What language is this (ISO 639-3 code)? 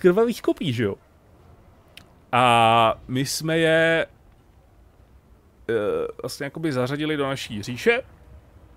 ces